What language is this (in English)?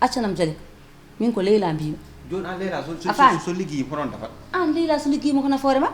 Fula